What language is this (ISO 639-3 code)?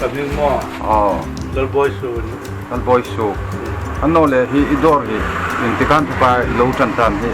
hmr